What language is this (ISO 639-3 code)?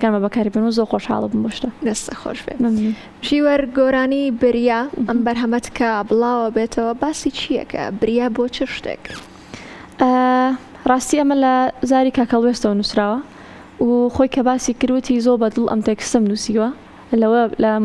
ckb